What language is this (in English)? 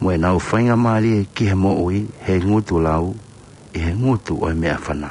Tongan